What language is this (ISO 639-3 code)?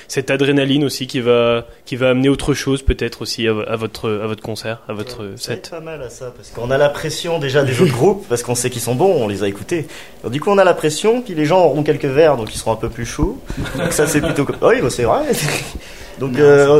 fra